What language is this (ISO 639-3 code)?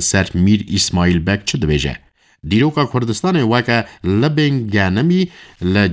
kur